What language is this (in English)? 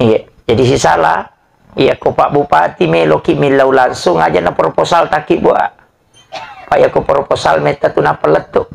Buginese